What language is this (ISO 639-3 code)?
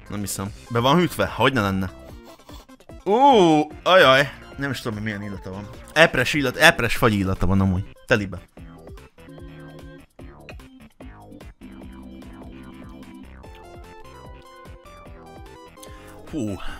hun